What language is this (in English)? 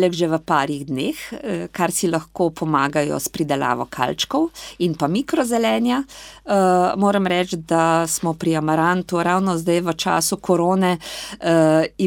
Slovenian